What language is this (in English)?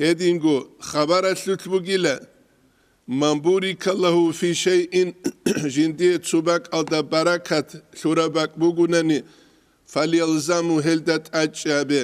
Avaric